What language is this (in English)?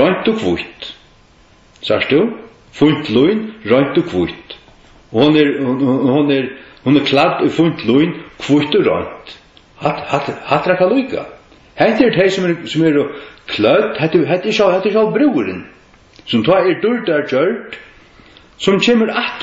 Faroese